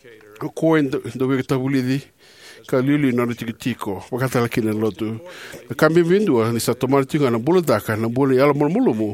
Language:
Fijian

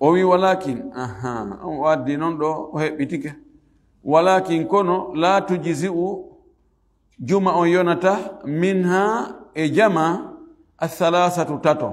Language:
Fula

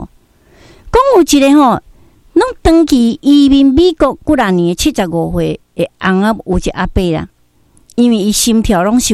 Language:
Min Nan Chinese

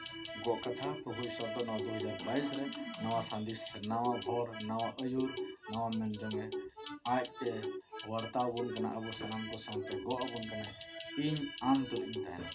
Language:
Santali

